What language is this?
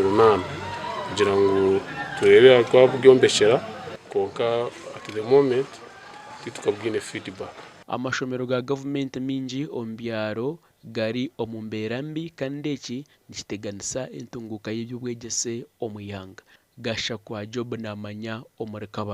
Nyankole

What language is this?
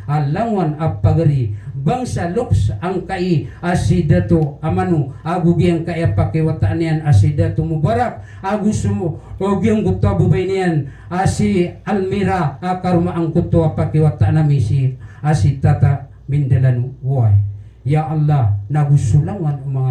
Maranao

